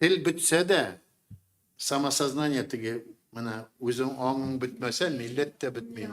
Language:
Tatar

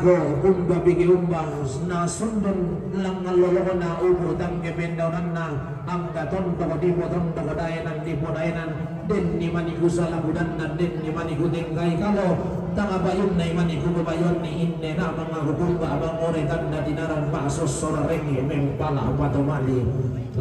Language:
Toraja-Sa'dan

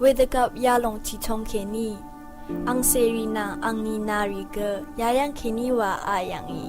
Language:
Rawang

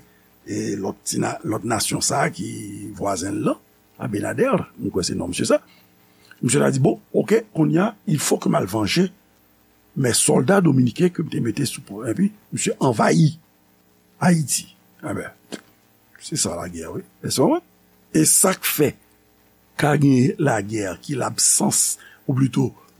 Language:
Haitian Creole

